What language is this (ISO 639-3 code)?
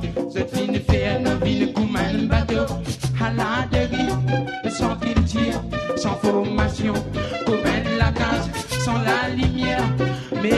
mfe